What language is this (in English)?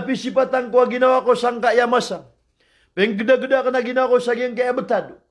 Maranao